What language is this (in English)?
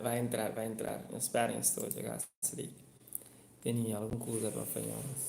Kabuverdianu